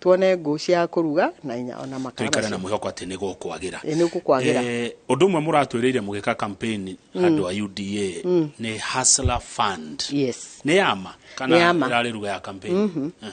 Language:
Kikuyu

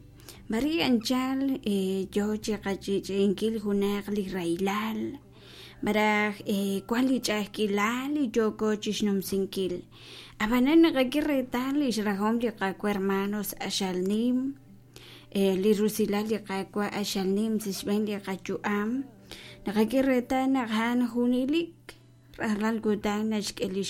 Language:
Kekchí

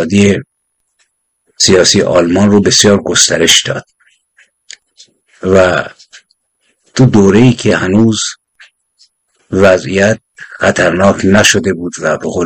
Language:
Persian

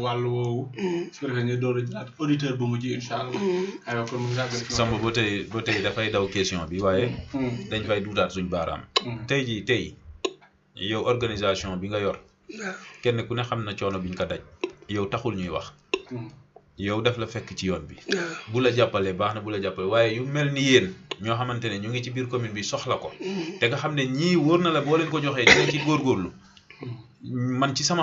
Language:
Wolof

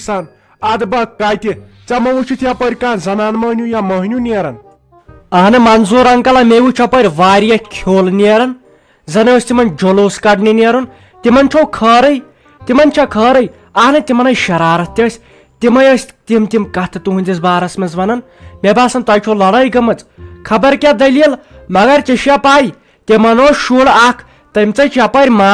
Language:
Kashmiri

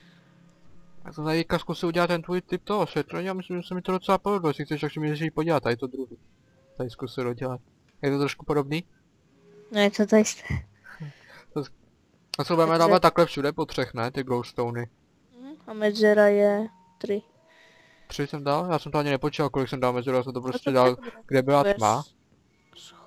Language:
Czech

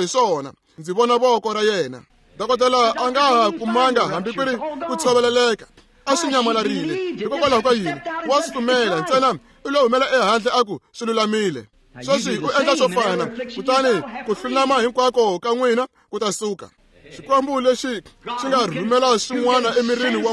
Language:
Tsonga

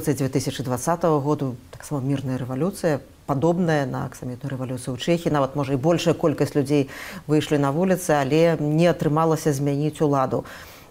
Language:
Belarusian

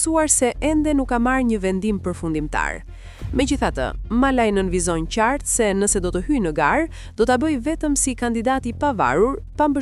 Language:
Albanian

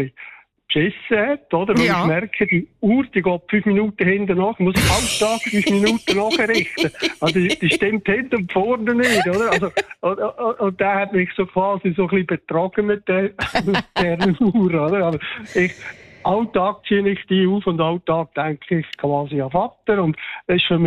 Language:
German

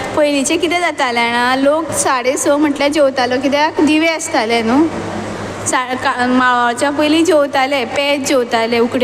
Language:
Konkani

